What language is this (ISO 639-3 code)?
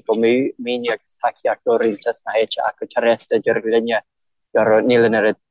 gle